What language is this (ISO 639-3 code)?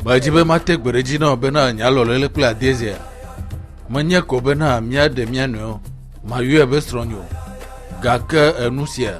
ewe